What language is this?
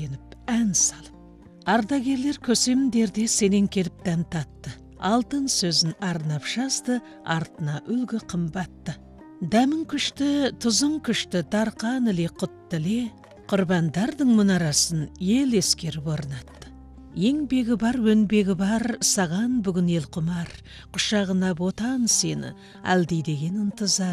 Kazakh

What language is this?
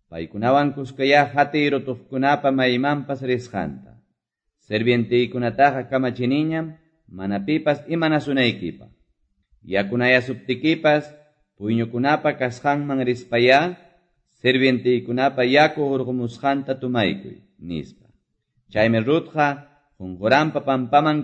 Quechua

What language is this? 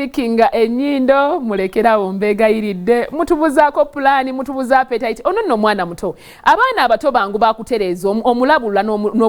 Ganda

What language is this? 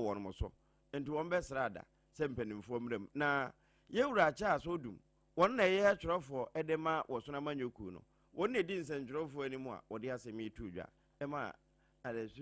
Akan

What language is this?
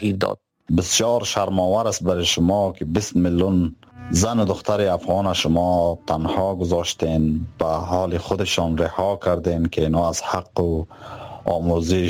Persian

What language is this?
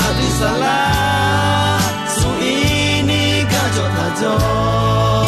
Akha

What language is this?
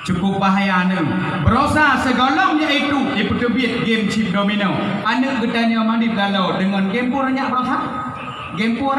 Achinese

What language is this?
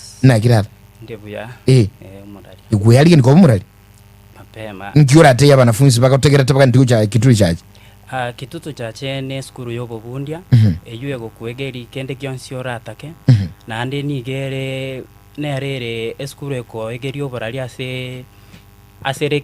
Gusii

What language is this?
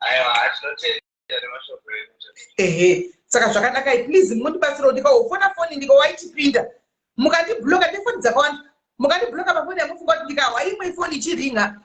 Shona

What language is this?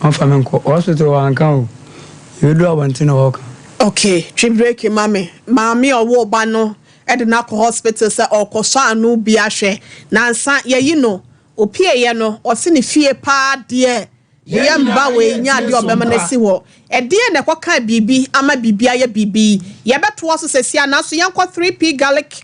Akan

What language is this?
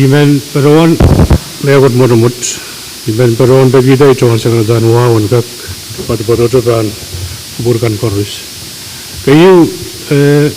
Pohnpeian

